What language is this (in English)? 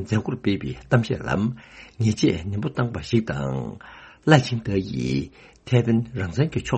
Tibetan